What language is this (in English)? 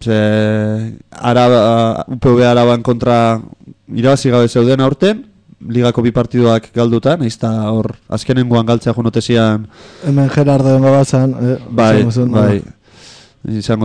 Basque